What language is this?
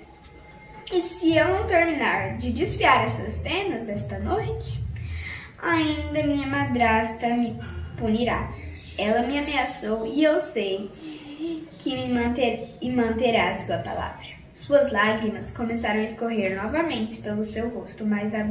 Portuguese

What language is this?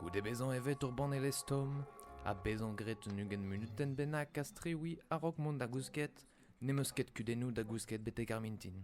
Breton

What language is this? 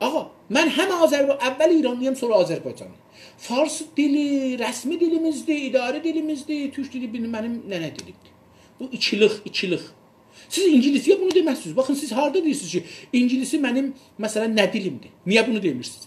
South Azerbaijani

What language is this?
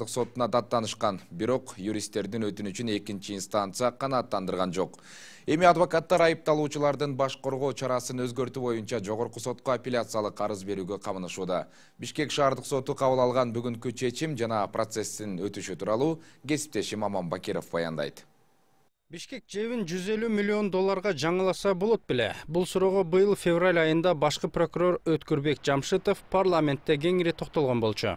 Kyrgyz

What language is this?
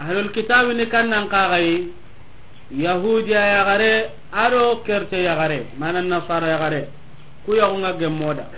Soninke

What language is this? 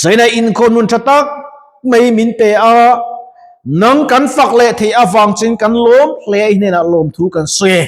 Mizo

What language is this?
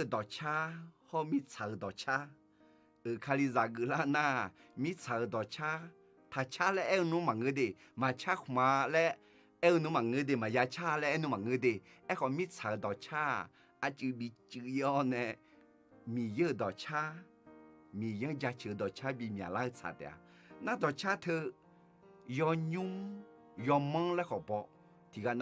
Akha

